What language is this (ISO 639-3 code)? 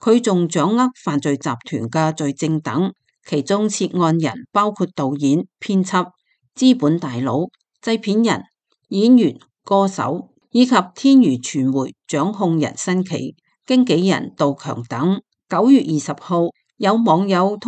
yue